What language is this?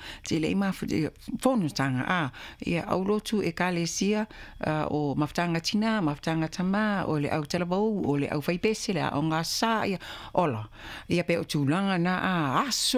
Samoan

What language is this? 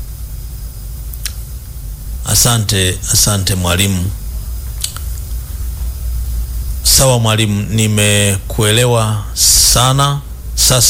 Swahili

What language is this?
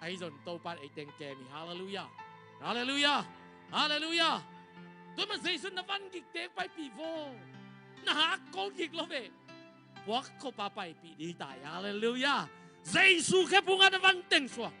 Tedim Chin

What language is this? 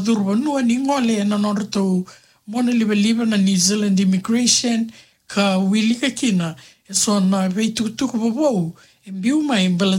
Fijian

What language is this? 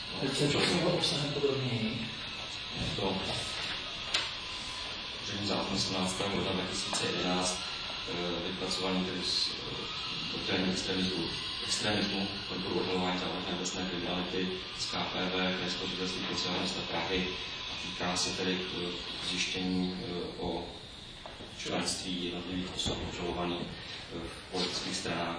Czech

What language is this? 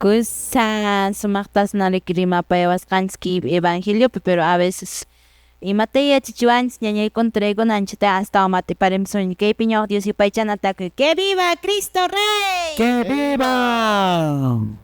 Quechua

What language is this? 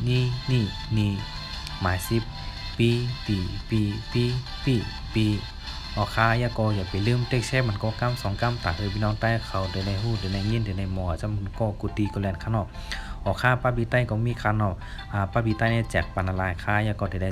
Shan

